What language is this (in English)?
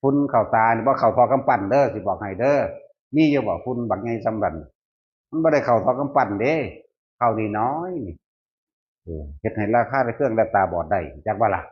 Northeastern Thai